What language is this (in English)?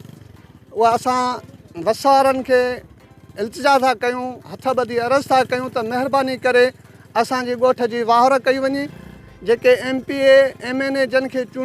Sindhi